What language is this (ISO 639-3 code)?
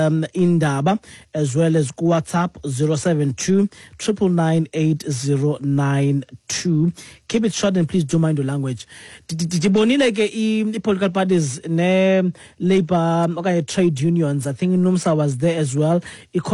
xho